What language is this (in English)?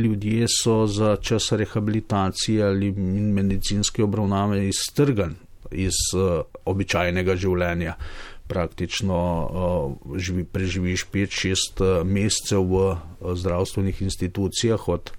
Slovenian